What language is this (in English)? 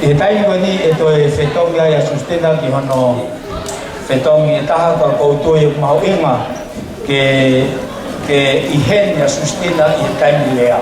Tongan